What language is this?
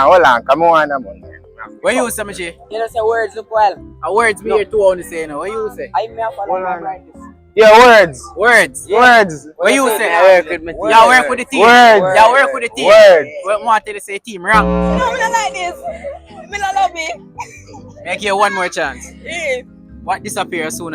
Jamaican Creole English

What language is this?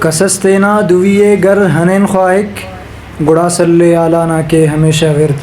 Brahui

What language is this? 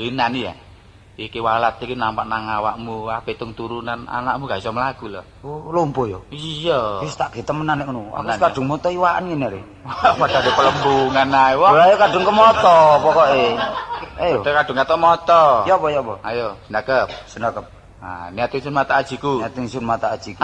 Javanese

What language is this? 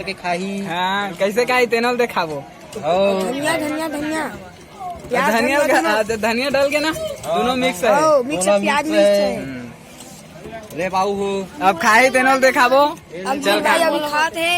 Chhattisgarhi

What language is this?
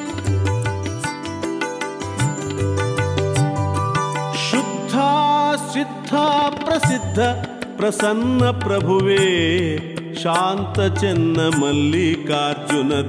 Kannada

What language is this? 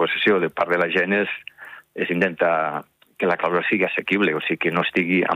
Catalan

